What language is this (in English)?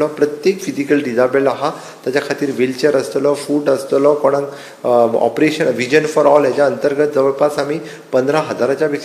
Konkani